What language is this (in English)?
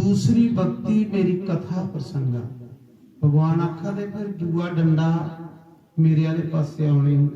Dogri